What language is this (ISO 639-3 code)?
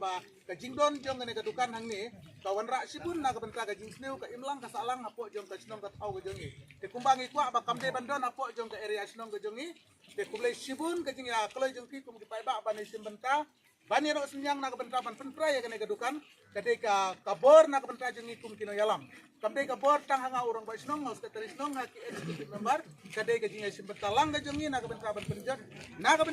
kha